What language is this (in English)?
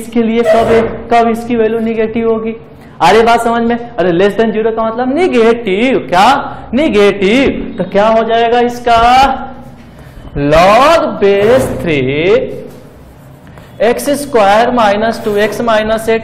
Hindi